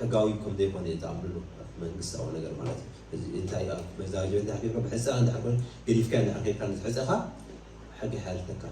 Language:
Tigrinya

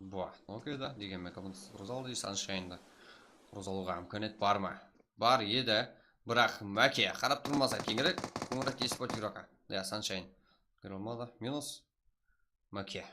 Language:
Kara-Kalpak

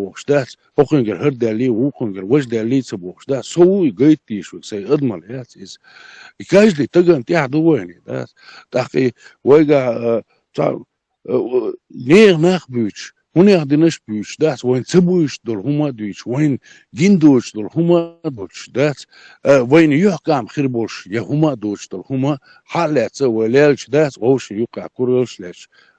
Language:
Chechen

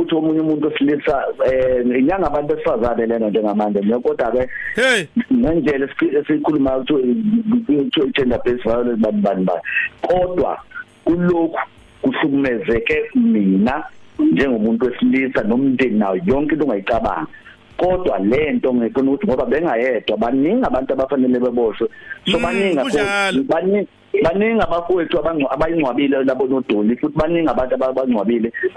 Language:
Zulu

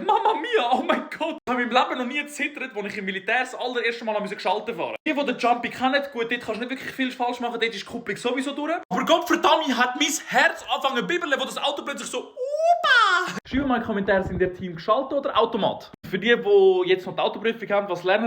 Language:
Swiss German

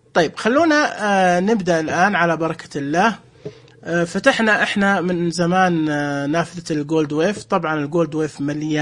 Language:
Najdi Arabic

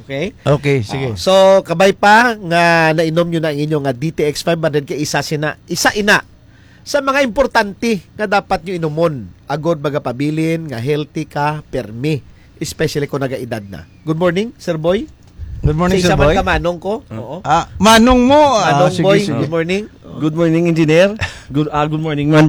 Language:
Hiligaynon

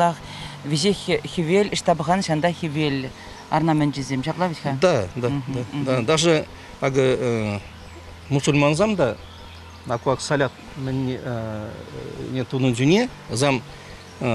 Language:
Chuvash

